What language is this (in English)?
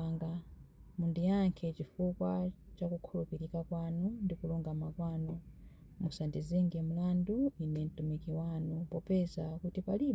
Nyanja